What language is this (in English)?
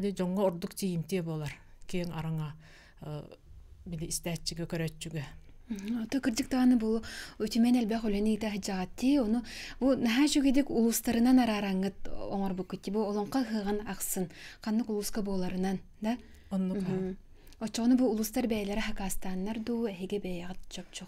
Yakut